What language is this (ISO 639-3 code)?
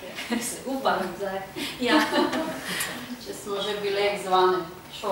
slv